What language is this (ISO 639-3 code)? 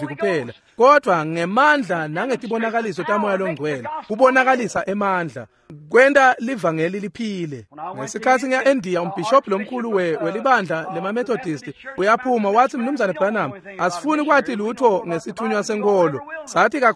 ssw